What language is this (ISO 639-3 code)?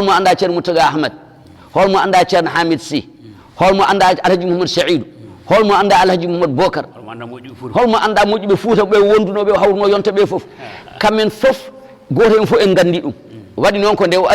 ful